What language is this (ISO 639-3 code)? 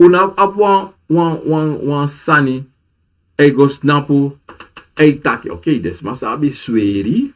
srn